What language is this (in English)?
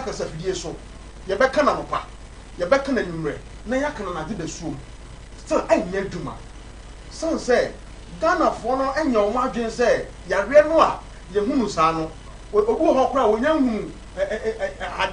Akan